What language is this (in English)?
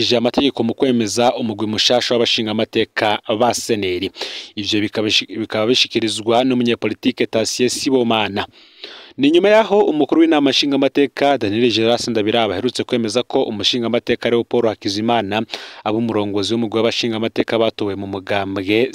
Rundi